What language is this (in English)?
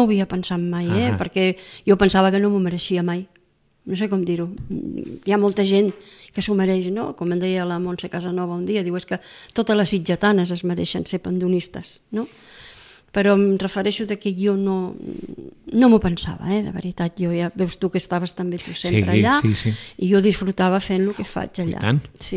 Catalan